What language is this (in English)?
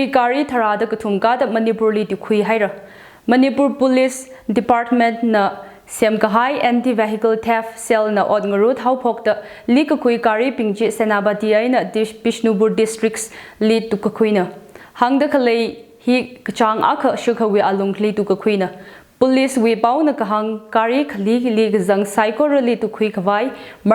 Tangkhul Naga (India)